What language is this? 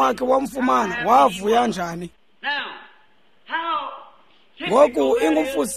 Xhosa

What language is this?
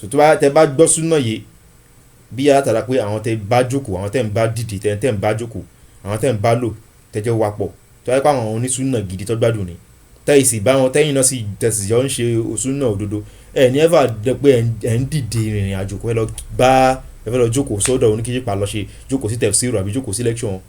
Yoruba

